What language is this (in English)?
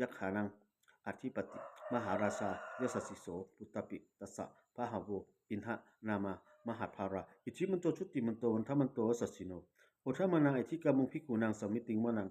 Pali